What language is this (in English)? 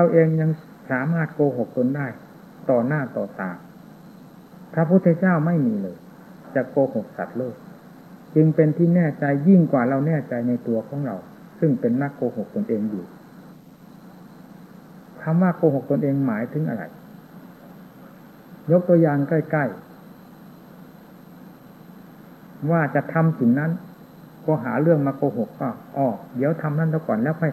Thai